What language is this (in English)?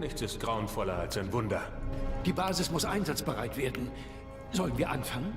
Swiss German